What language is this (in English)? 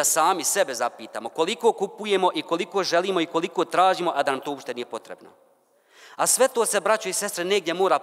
Bosnian